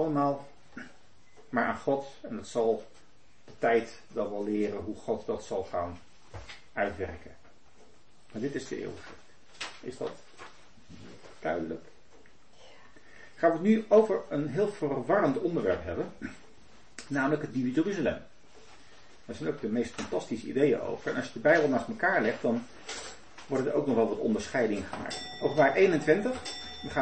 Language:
Dutch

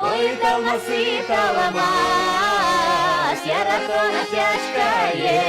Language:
Udmurt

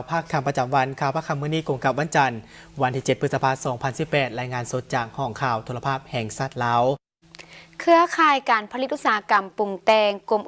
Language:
Lao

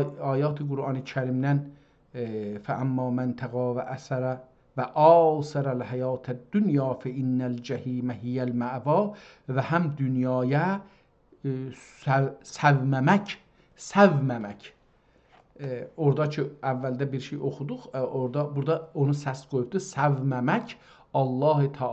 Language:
South Azerbaijani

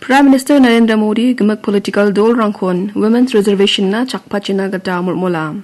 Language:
Garo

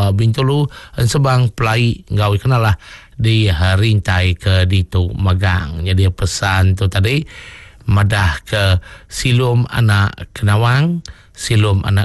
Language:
Iban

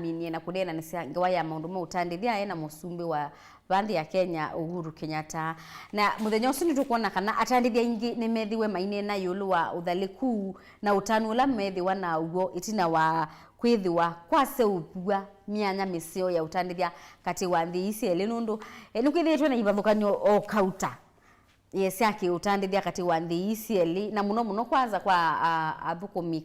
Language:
Kamba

